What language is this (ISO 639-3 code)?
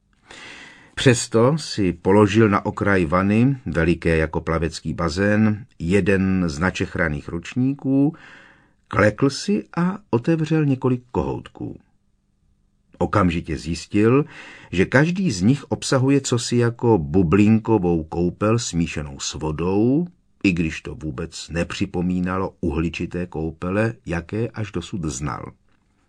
ces